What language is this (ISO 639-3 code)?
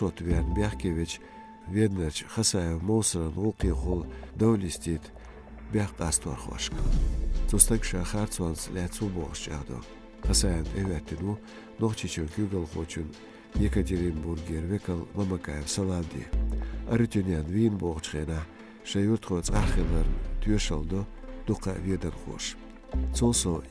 che